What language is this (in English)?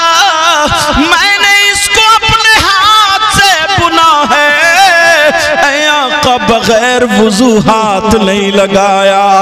Urdu